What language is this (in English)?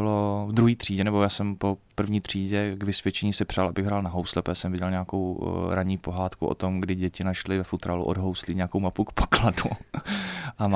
Czech